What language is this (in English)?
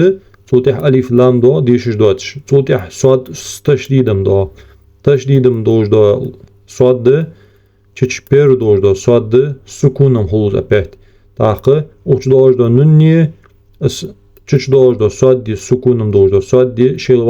Ingush